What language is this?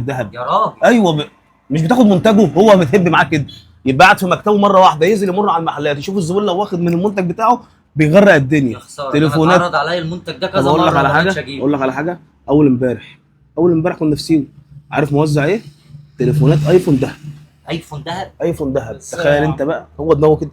Egyptian Arabic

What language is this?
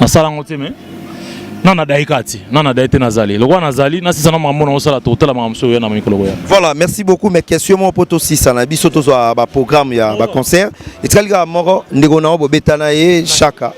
Lingala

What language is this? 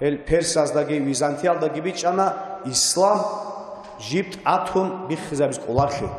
Avaric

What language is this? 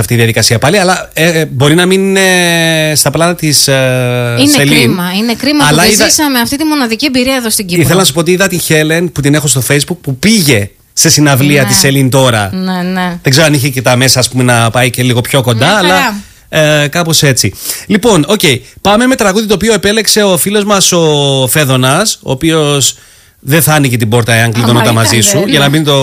Greek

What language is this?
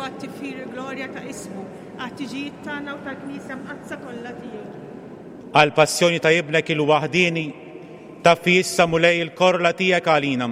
Maltese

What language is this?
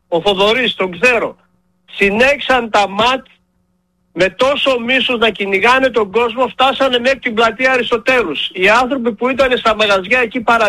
Greek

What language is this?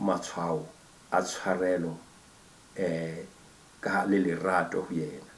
Southern Sotho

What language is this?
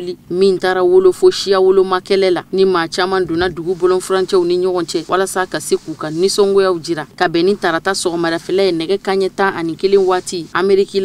Bambara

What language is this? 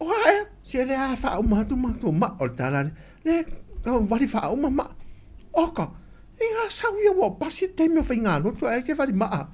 Samoan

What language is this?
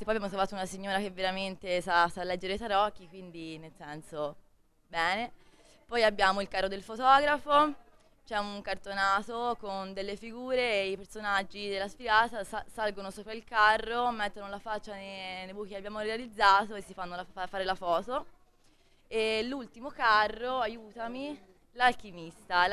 Italian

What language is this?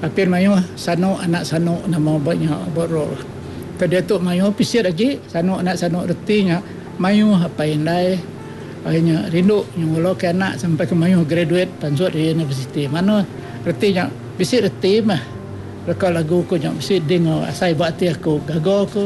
Iban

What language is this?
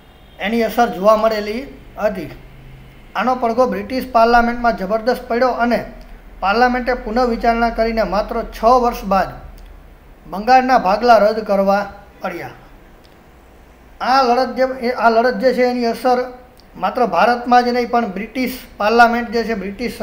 Gujarati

